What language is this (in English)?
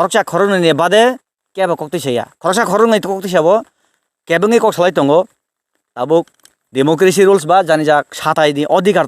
Kok Borok